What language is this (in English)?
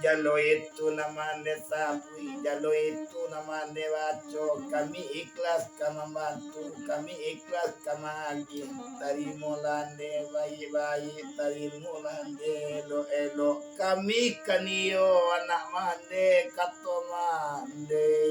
Minangkabau